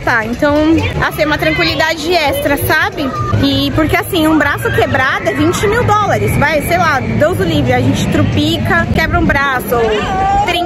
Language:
Portuguese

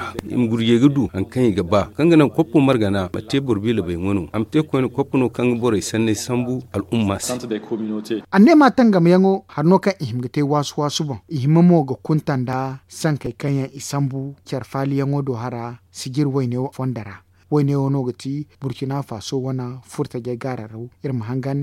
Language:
Zarma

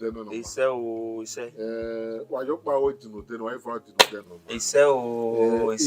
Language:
Bini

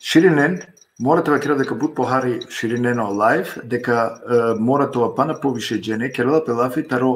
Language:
Balkan Romani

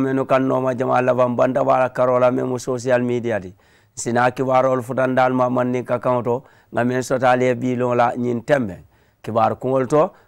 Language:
Mandingo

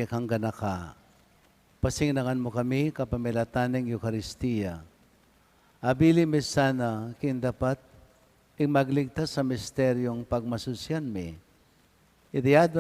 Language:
Pampanga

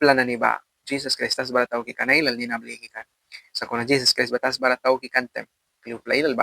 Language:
Mískito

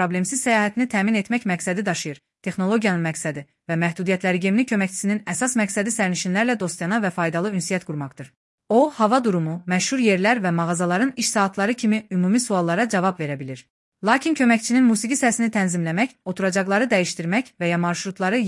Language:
Azerbaijani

